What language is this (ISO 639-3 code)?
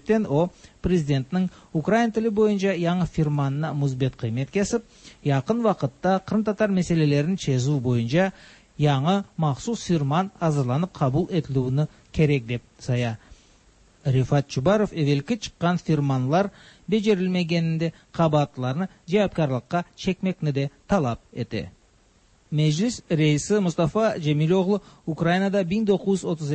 tat